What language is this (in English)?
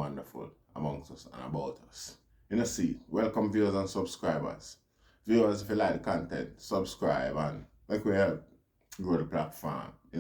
Jamaican Creole English